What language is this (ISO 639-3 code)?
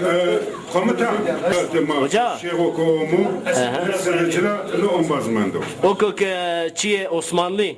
zza